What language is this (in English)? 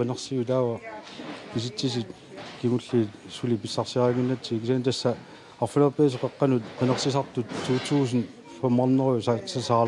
Kalaallisut